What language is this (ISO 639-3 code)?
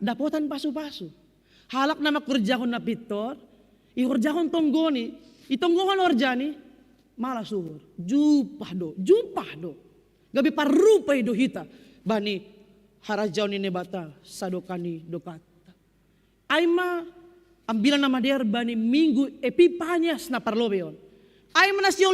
bts